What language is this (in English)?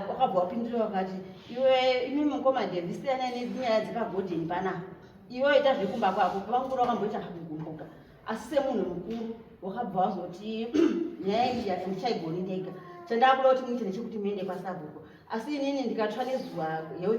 Shona